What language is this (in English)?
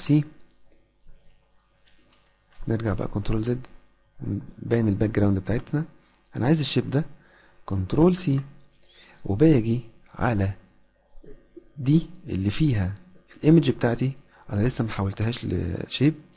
Egyptian Arabic